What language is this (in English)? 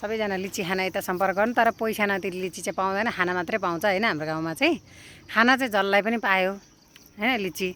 Nepali